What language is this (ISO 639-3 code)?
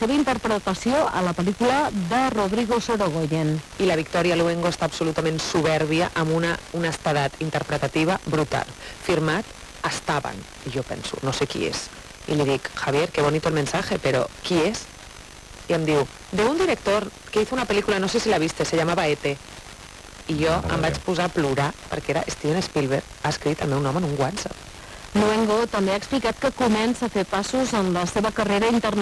cat